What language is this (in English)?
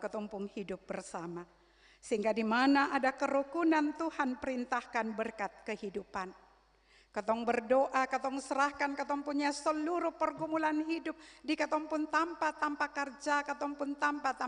Ambonese Malay